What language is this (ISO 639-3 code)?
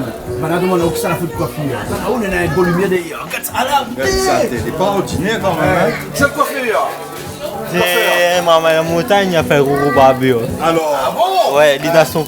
rcf